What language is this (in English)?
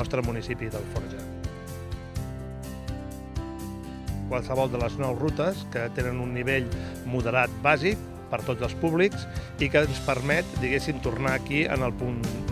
Catalan